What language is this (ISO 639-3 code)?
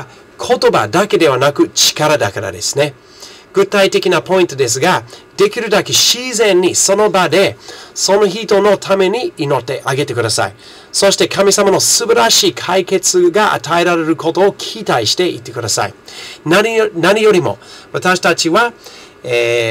jpn